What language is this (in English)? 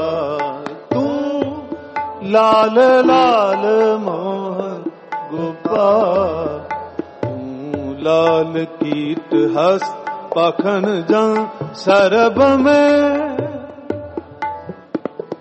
Punjabi